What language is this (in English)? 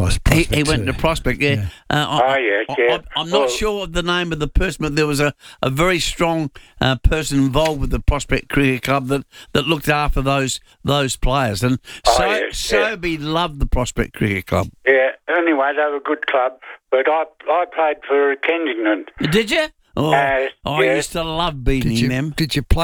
English